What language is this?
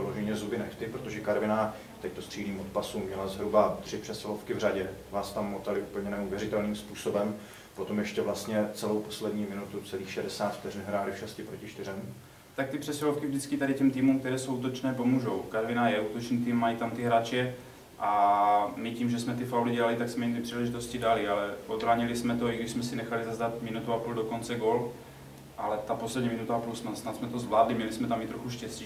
Czech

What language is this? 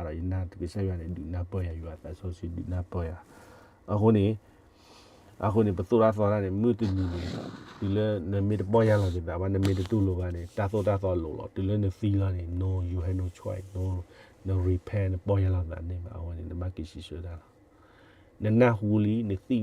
S'gaw Karen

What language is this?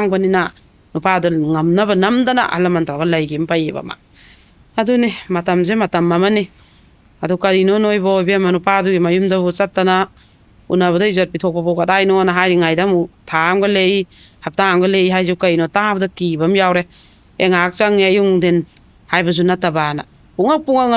Manipuri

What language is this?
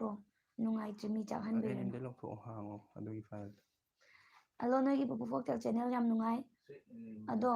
Manipuri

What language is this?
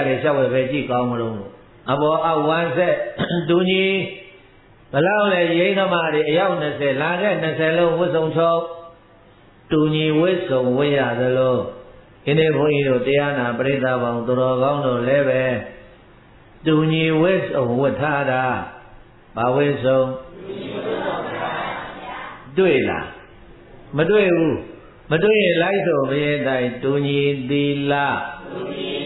Burmese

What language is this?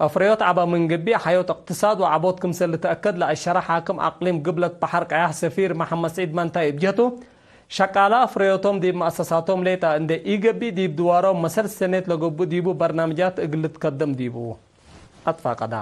Tigre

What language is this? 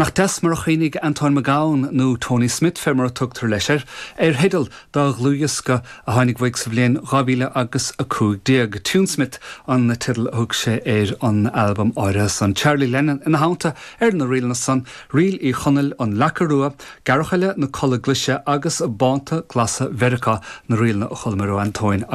Irish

